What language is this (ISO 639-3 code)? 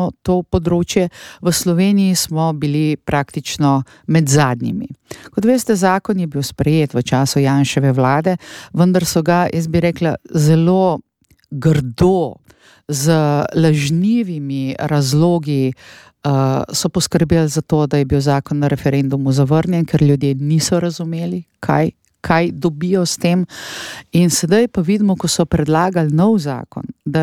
slv